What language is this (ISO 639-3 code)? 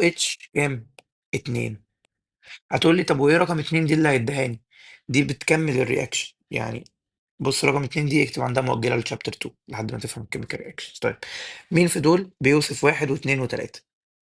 arz